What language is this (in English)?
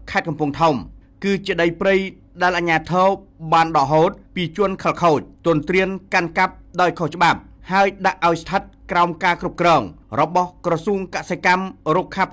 Khmer